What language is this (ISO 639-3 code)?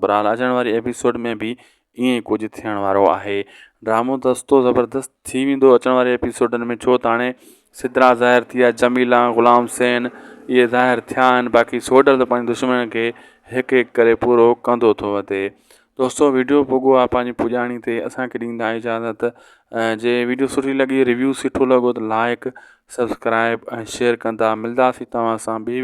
snd